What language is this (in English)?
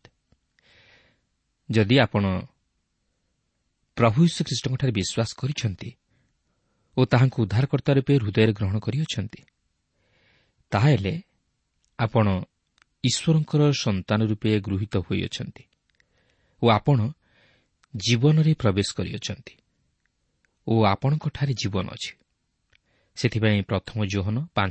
Odia